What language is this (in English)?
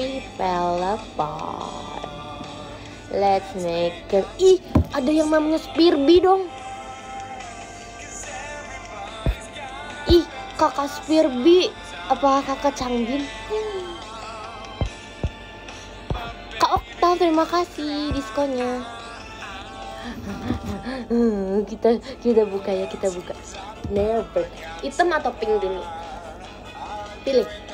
Indonesian